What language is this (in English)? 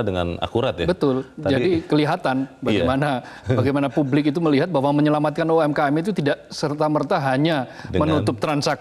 Indonesian